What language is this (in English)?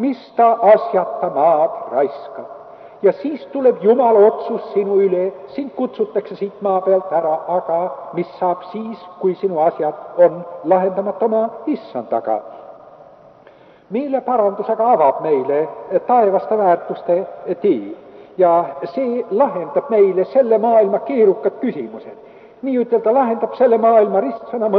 Estonian